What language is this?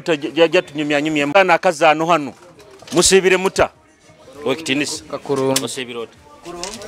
Nyoro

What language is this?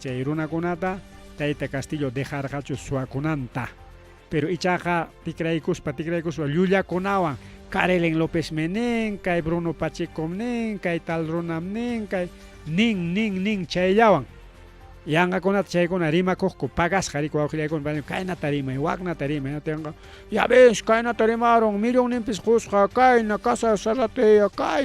Ayacucho Quechua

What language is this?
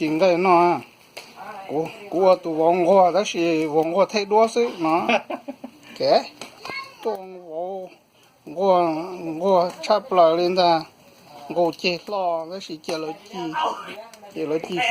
Hmong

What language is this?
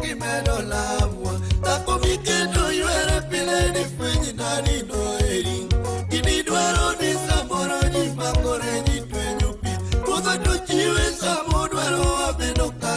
Luo (Kenya and Tanzania)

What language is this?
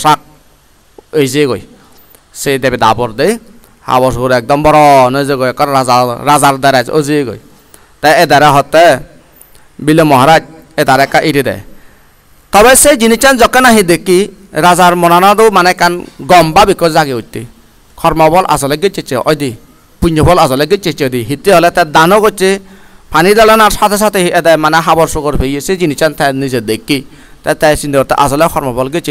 Chakma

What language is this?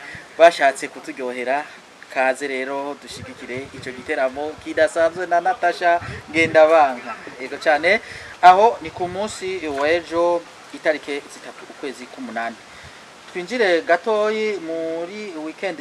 Rundi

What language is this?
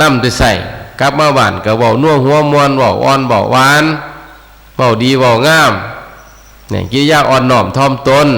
Northeastern Thai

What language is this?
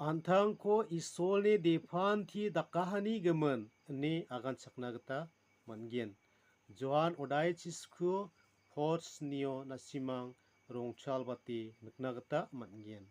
Garo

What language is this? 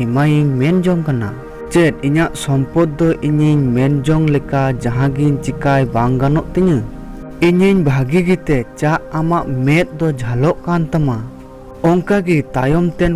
Santali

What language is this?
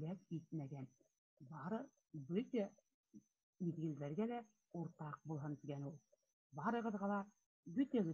Bashkir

